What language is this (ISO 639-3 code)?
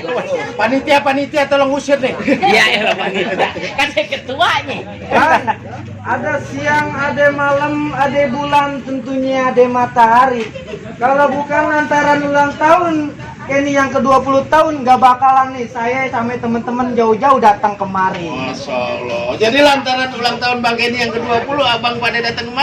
bew